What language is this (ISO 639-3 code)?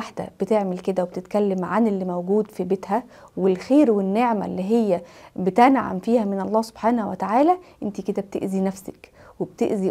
arz